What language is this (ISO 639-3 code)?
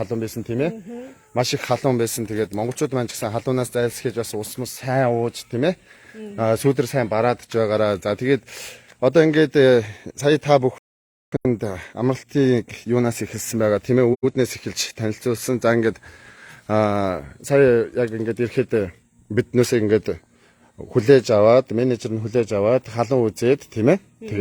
mon